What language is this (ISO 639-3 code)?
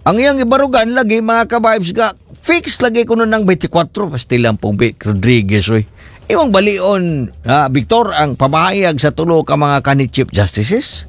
ceb